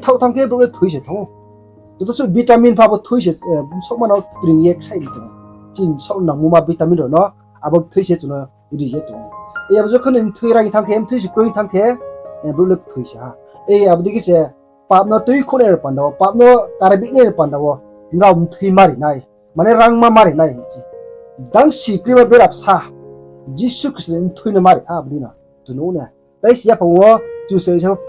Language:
Riang (India)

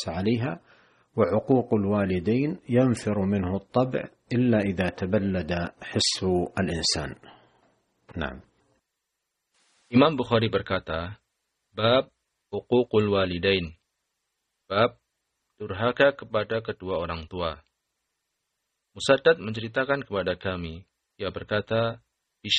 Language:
Indonesian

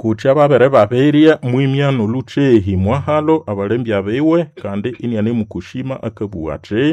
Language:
Nande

